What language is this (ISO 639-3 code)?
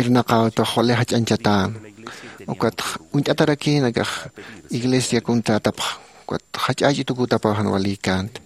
aym